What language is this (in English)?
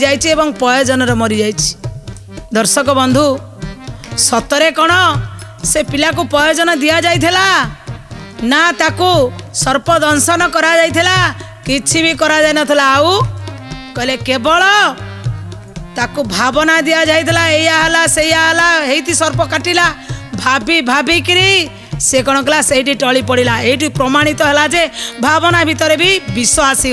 Odia